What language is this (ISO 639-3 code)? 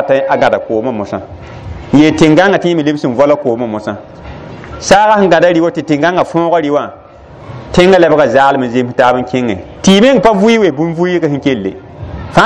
mos